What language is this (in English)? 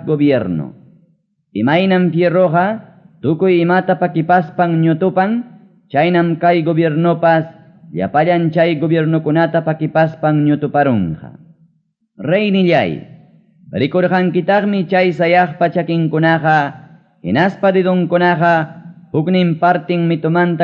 Ayacucho Quechua